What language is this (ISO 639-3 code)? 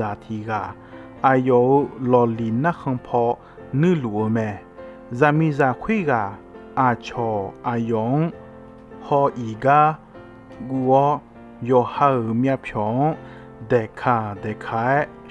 ahk